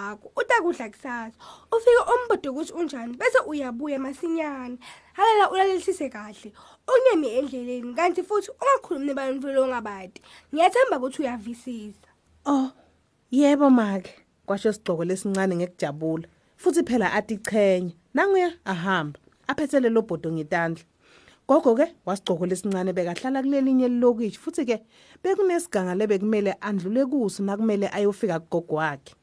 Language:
Swati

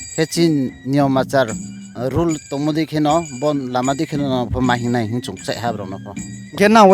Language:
Riang (India)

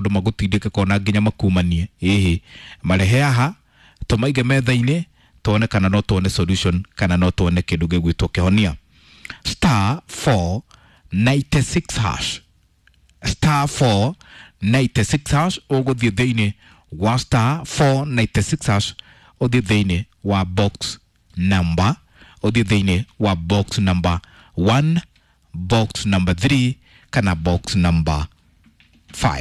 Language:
Kikuyu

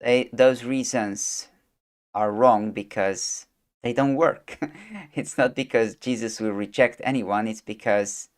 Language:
English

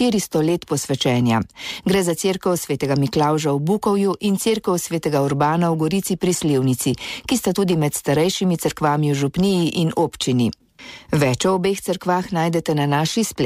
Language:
Slovenian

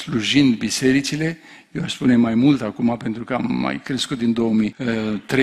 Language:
Romanian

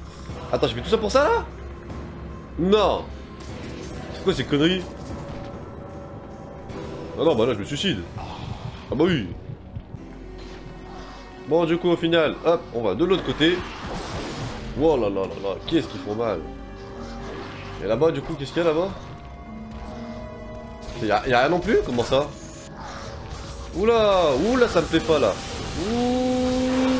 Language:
French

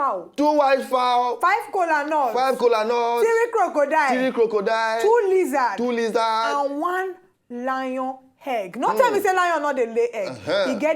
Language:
Nigerian Pidgin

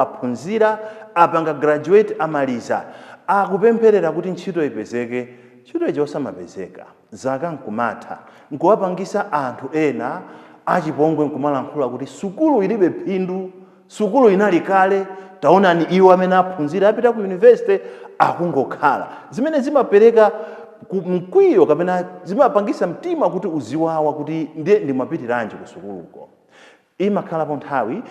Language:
Nyanja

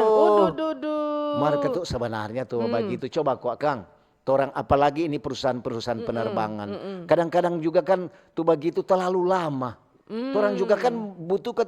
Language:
Manado Malay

